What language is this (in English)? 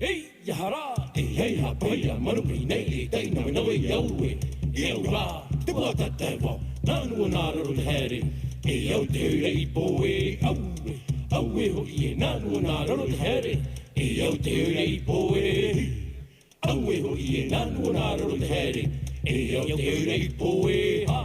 Tahitian